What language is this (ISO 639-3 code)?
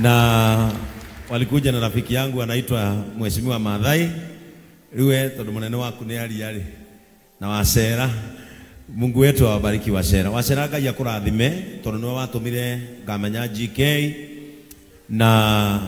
kik